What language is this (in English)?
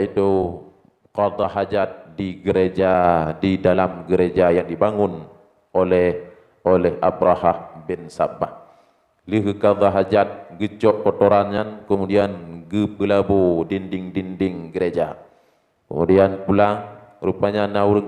Achinese